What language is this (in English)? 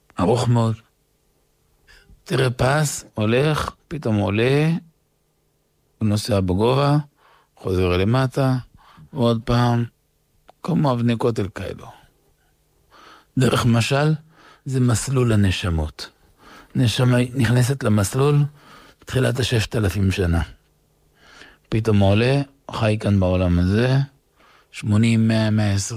Hebrew